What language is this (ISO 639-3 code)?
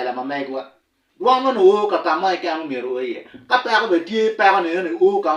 ach